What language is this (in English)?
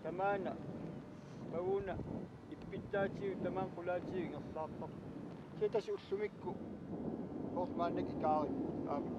Kalaallisut